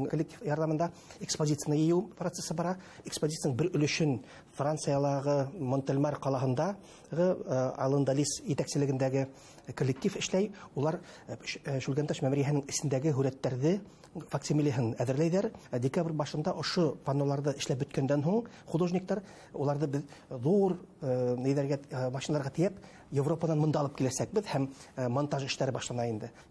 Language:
Bashkir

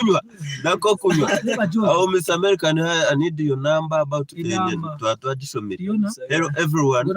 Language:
Nyankole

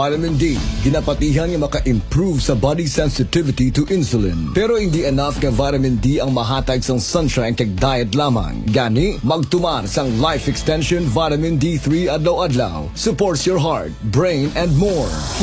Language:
Hiligaynon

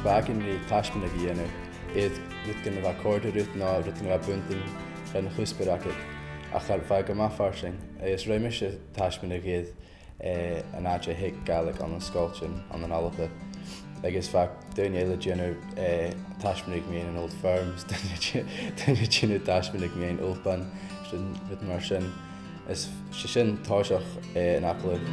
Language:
Scottish Gaelic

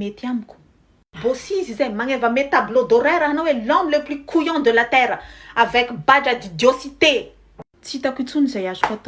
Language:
Malagasy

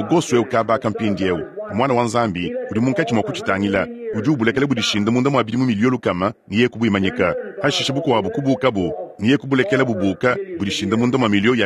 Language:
Luba-Lulua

